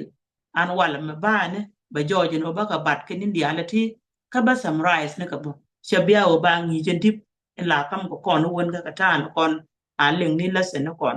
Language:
Nuer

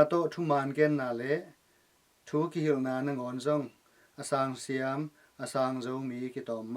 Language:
Tedim Chin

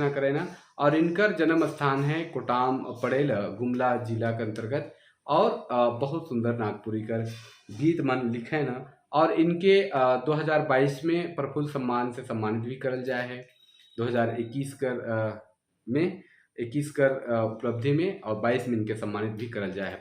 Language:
Sadri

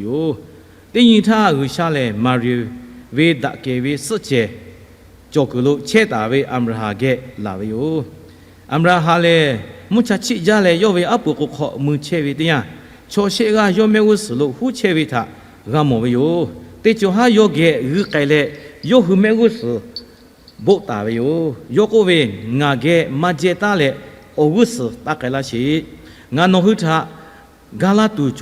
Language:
Lahu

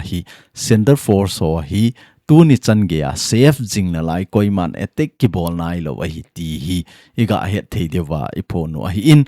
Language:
Thado Chin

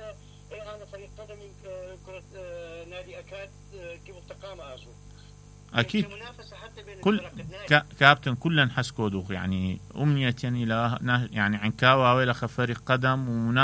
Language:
Mesopotamian Arabic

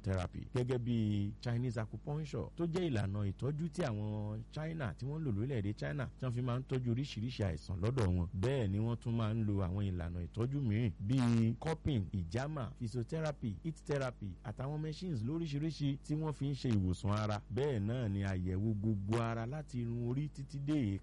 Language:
Yoruba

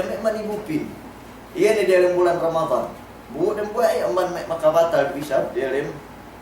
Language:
Yakan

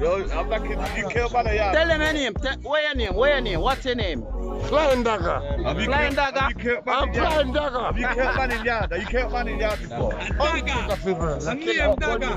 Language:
Jamaican Creole English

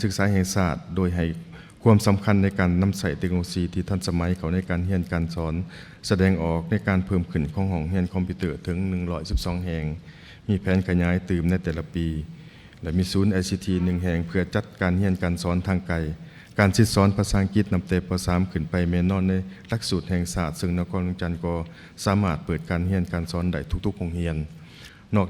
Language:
Lao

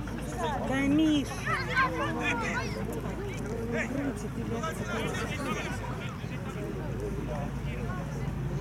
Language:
Russian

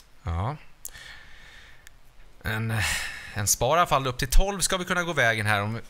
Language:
Swedish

